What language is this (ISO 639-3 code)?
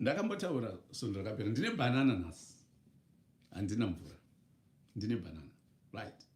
sna